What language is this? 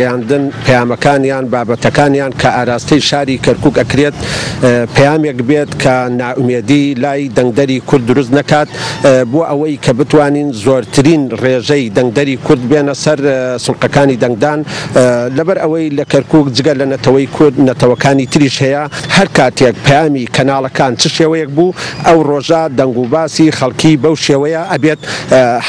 Central Kurdish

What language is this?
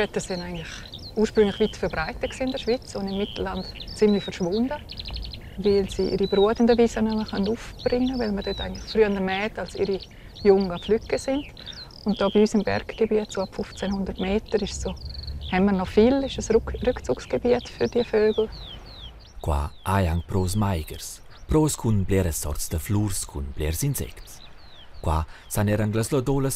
Romansh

